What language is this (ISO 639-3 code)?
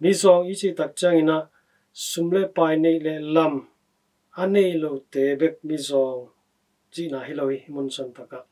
ctd